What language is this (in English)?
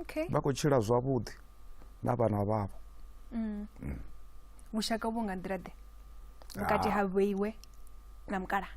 Venda